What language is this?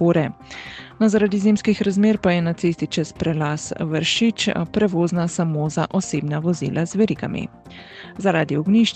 Slovenian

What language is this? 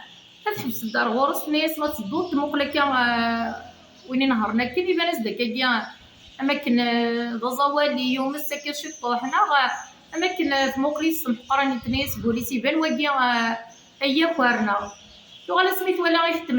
Kabyle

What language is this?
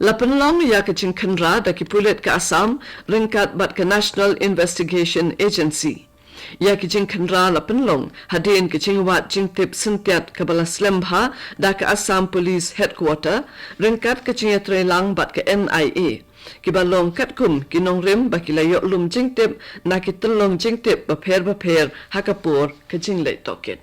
Khasi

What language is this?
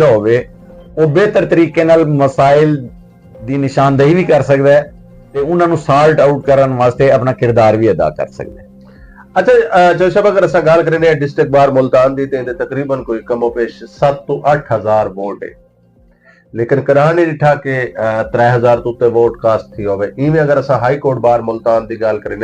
Saraiki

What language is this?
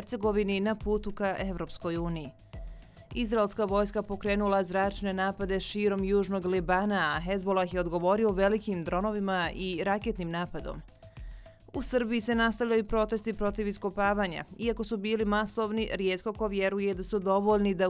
Bosnian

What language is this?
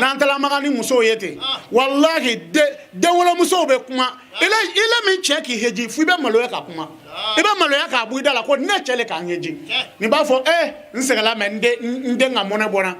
Bambara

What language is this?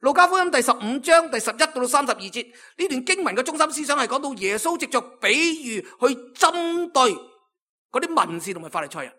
Cantonese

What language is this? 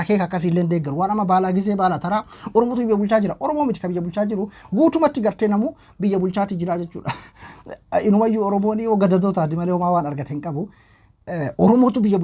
Oromo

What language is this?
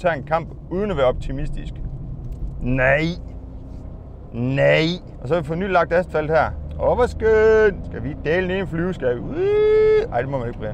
Danish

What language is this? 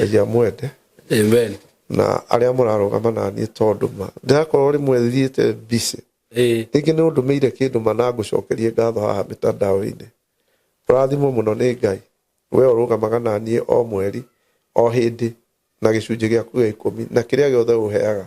Kikuyu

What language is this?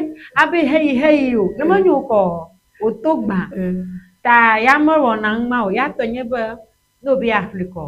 Ewe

